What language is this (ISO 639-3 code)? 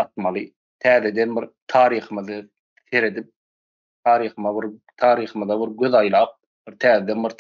tuk